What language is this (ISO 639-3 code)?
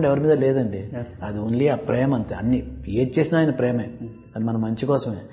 tel